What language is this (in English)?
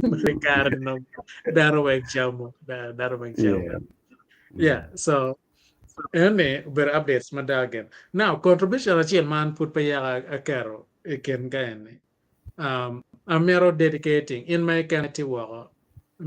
Acoli